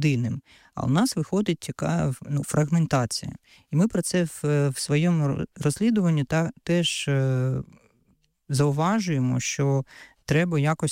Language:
Ukrainian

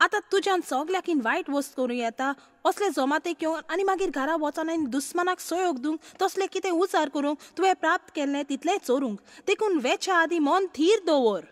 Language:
Konkani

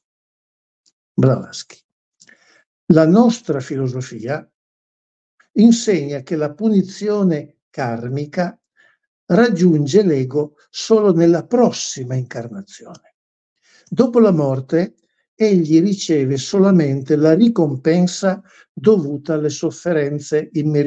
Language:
Italian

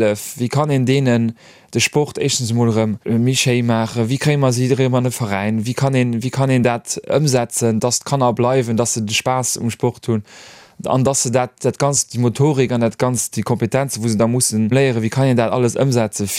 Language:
Luxembourgish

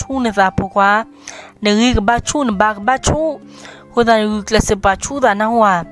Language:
S'gaw Karen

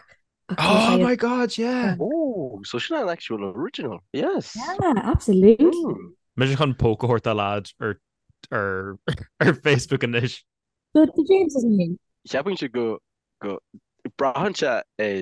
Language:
Irish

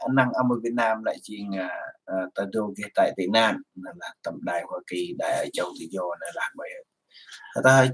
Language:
Central Mnong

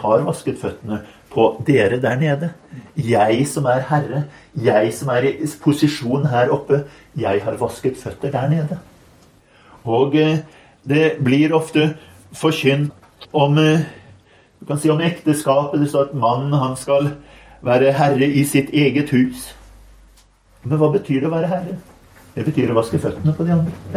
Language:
Norwegian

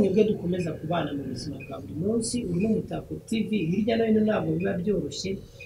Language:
Kinyarwanda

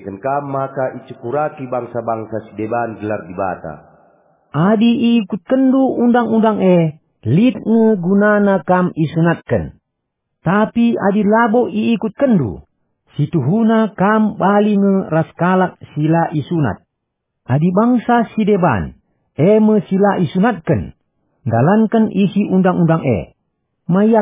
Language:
Batak Karo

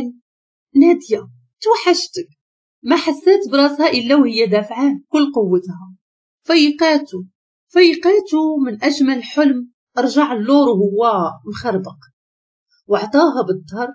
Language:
Moroccan Arabic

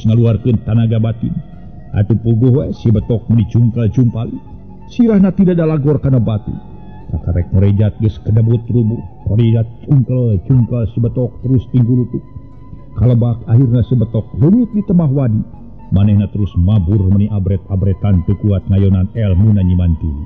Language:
Sundanese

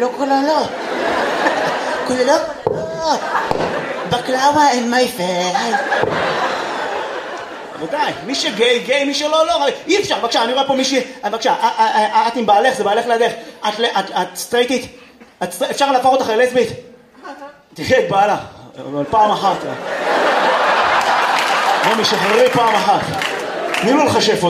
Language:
Hebrew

